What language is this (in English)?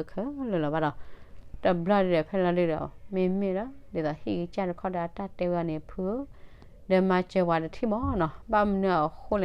S'gaw Karen